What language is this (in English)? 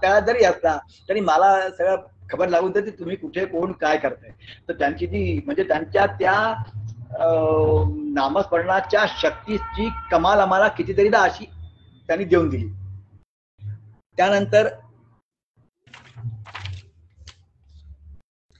Marathi